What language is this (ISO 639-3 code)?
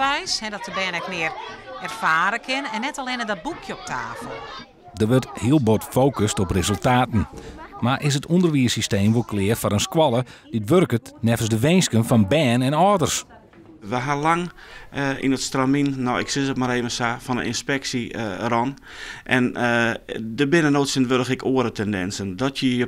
fry